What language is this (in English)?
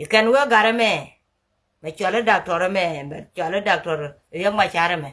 Nuer